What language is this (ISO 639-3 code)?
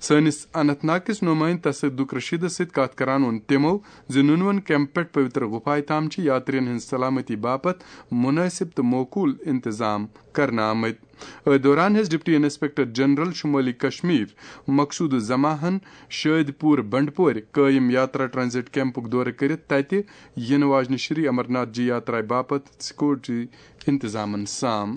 kas